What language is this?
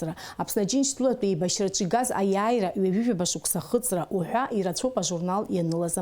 Abkhazian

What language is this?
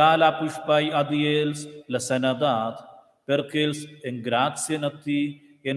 Romansh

